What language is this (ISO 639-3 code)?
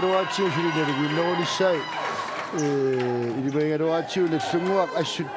kal